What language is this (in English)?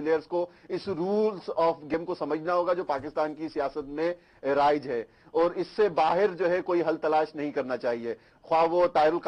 Urdu